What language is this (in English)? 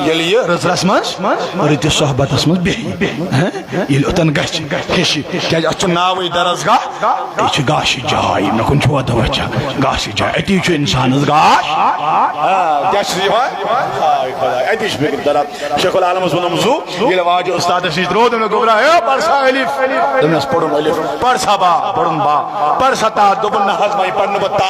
Kashmiri